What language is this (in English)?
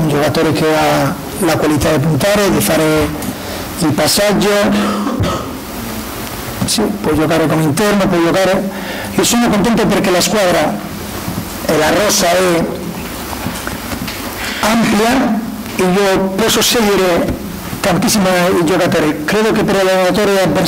Italian